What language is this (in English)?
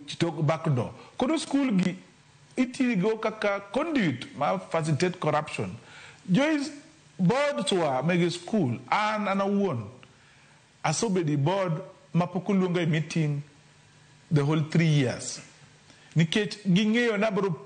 Luo (Kenya and Tanzania)